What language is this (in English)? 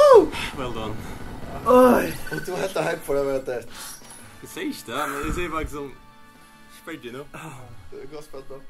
Faroese